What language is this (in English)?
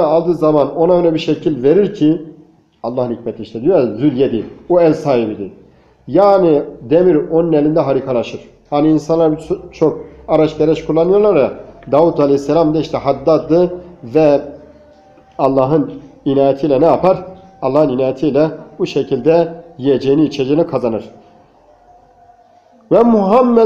Turkish